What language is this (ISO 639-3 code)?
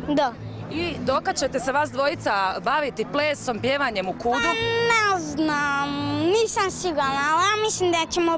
hrv